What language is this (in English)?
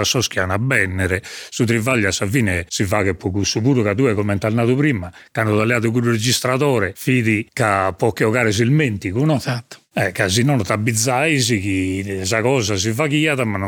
Sardinian